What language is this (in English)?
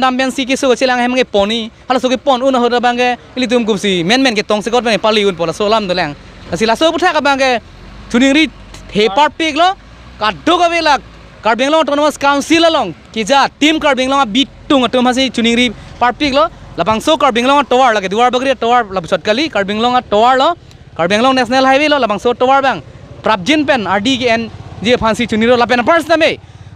Karbi